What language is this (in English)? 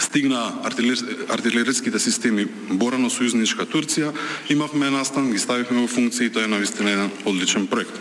Macedonian